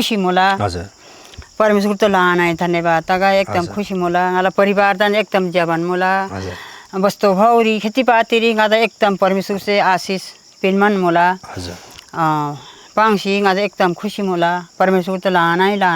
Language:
Eastern Tamang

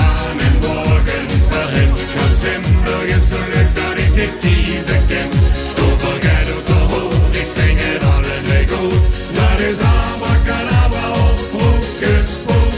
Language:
Limburgish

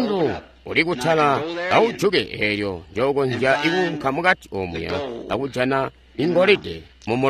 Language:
Tonga (Zambia)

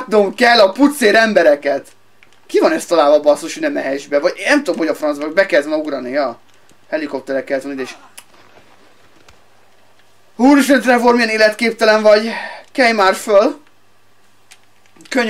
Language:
Hungarian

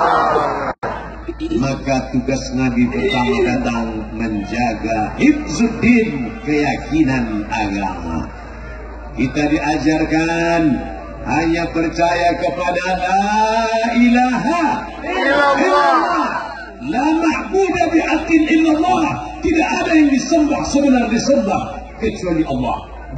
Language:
Indonesian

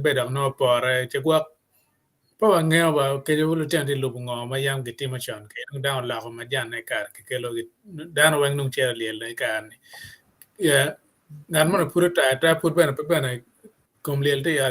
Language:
Acoli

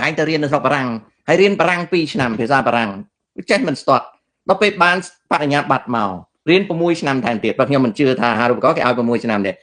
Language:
Khmer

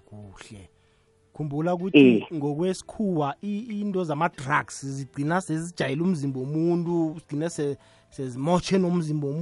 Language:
South Ndebele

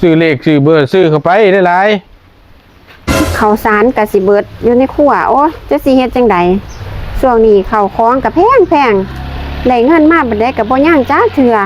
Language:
Northeastern Thai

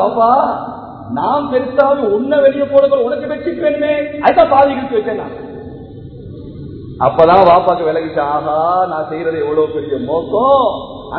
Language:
Tamil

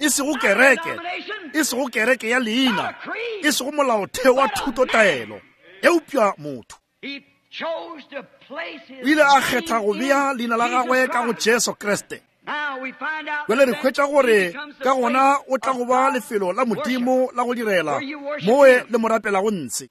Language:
Northern Sotho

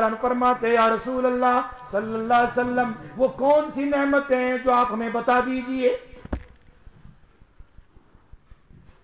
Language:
Urdu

